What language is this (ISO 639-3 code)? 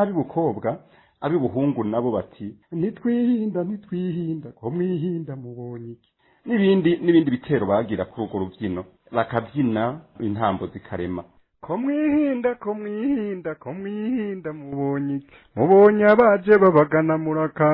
run